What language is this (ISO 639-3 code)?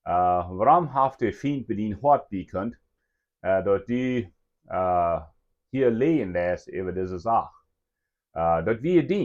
pdt